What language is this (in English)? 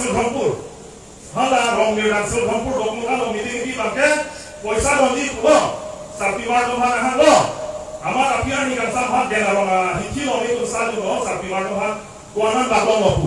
Karbi